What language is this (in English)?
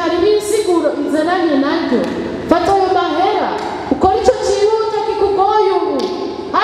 Rundi